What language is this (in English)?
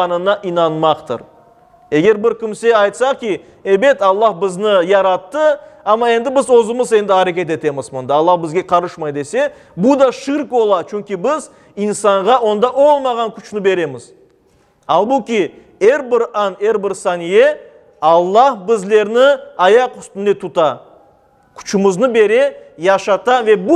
Crimean Tatar